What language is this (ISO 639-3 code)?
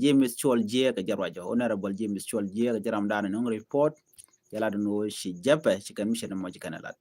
nus